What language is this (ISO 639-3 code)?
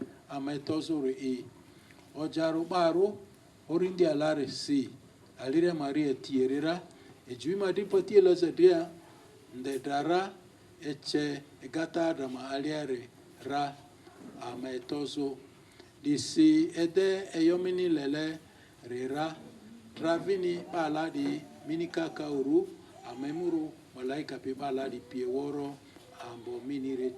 lgg